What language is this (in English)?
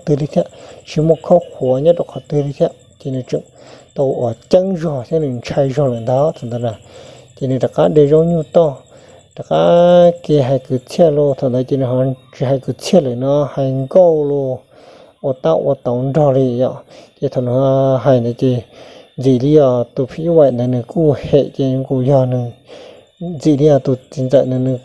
Hmong